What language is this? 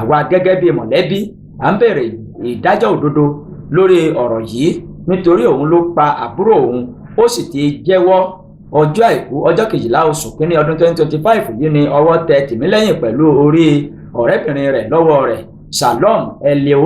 Yoruba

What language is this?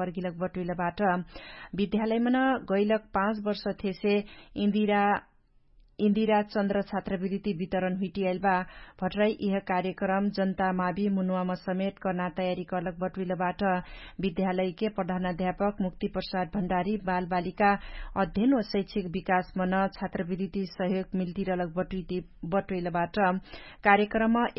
Dangaura Tharu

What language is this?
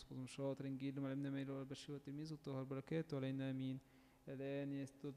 Egyptian Arabic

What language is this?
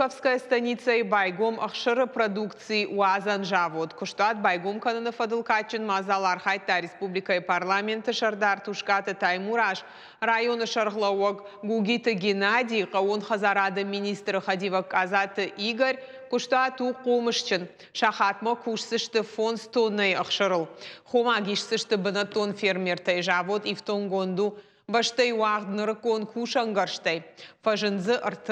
Ossetic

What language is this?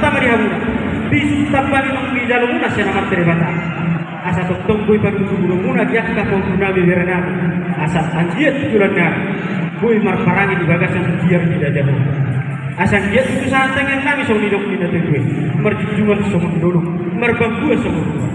Batak Toba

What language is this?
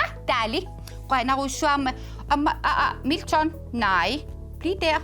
Kalaallisut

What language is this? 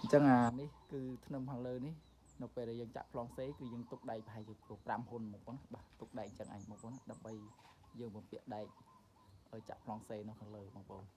Khmer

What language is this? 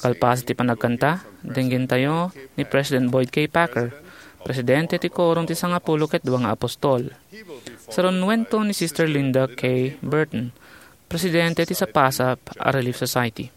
Iloko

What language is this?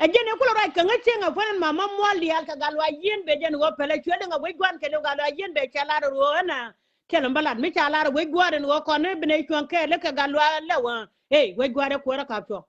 Nuer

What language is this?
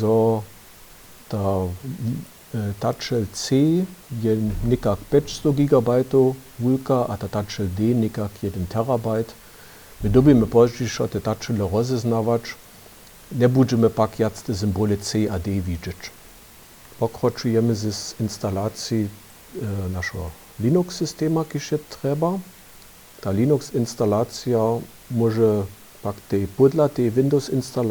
Upper Sorbian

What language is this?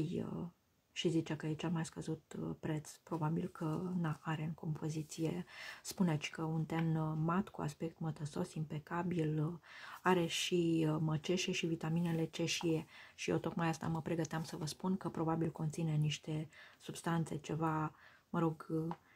Romanian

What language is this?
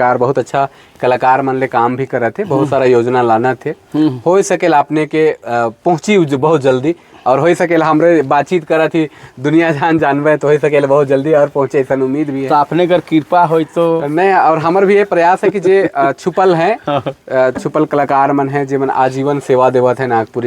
Sadri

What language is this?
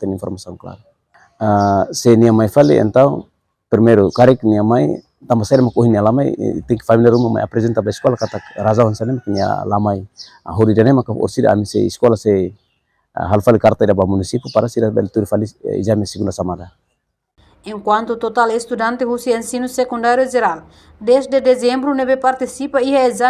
Tetum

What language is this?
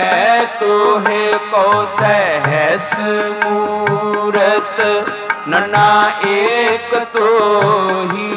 Punjabi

